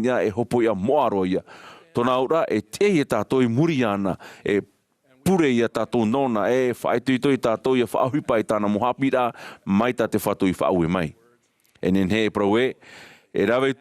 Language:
Tahitian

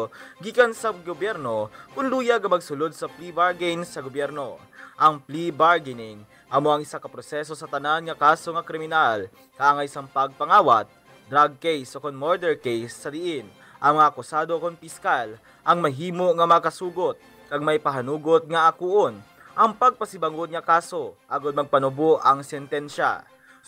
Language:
Hiligaynon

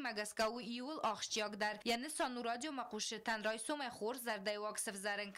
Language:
Ossetic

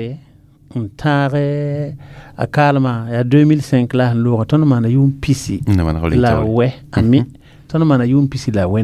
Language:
Mossi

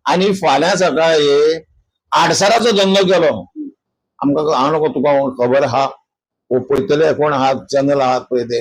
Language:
Konkani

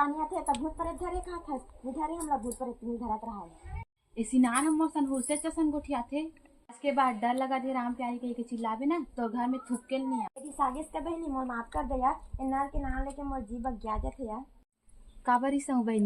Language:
Chhattisgarhi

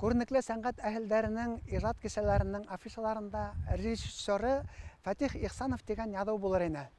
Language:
Bashkir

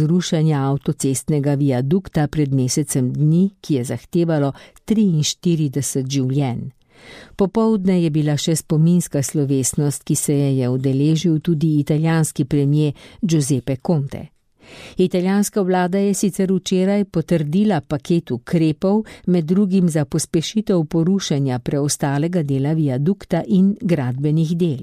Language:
Slovenian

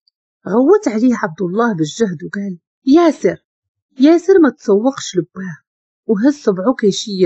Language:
Moroccan Arabic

